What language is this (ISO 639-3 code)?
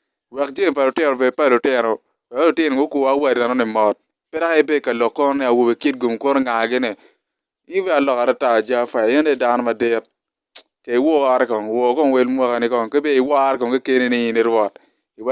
ach